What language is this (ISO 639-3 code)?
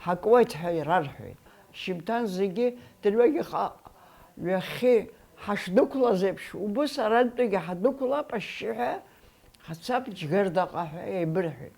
abk